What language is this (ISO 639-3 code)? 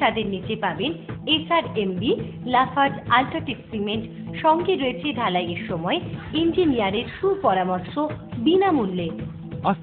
ben